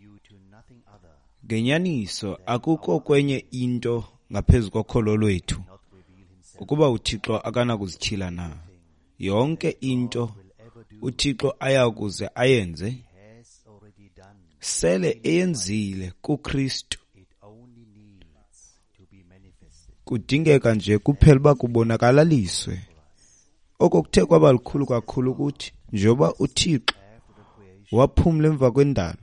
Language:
Xhosa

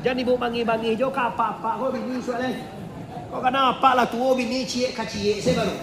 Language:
Minangkabau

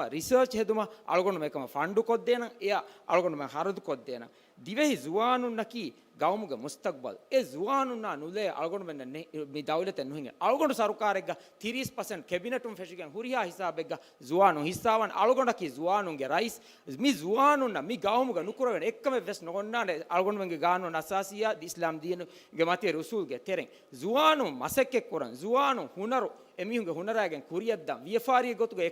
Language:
Divehi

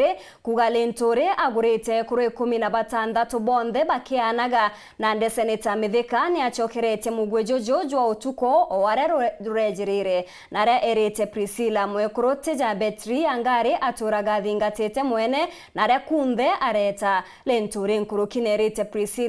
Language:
Meru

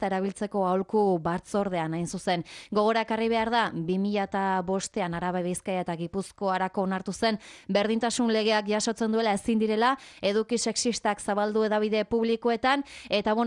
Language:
Basque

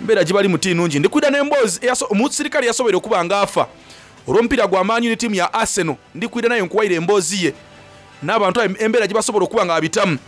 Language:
Soga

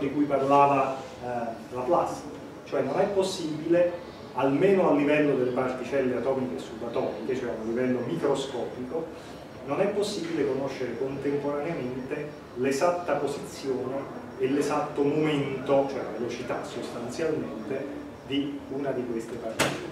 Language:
Italian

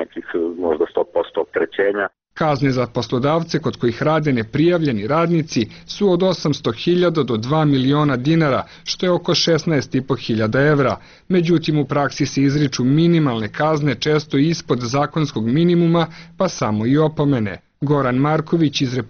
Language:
Serbian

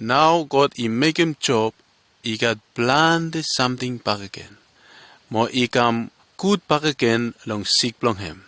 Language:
Bislama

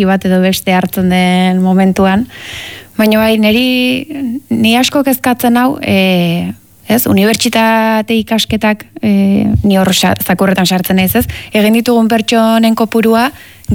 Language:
Basque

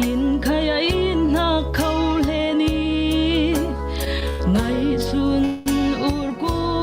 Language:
Falam Chin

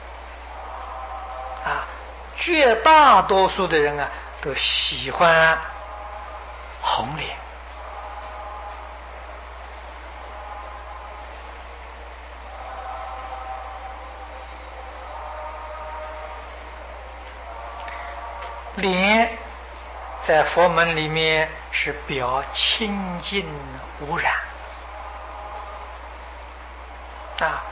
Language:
Chinese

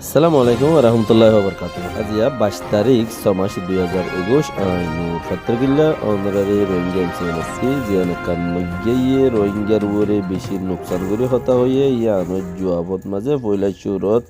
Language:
Rohingya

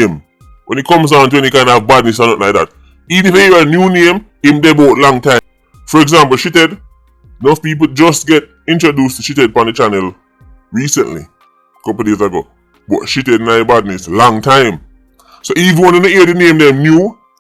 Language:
Jamaican Creole English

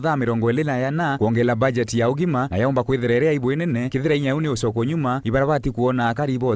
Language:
Meru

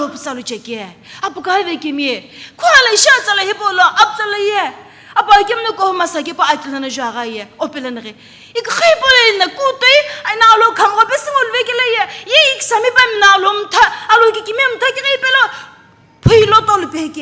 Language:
Sumi Naga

